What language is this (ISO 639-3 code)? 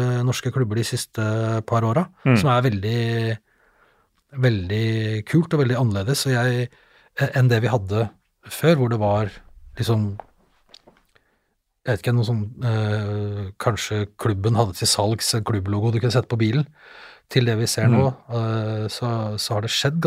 nor